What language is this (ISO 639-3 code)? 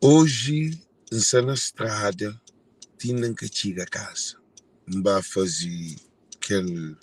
kea